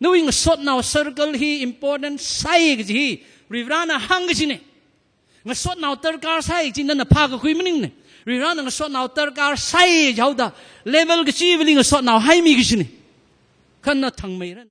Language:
Tangkhul Naga (India)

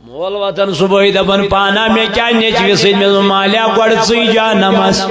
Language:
Kashmiri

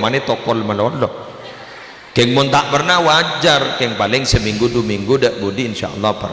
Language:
Madurese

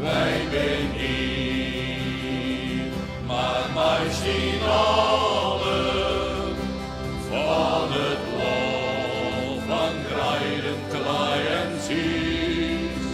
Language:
Western Frisian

